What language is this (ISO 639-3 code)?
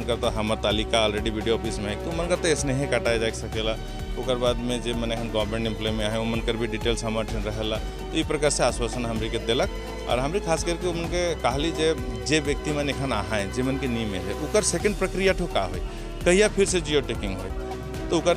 sck